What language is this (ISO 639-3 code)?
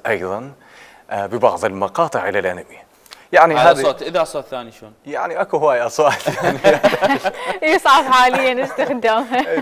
acm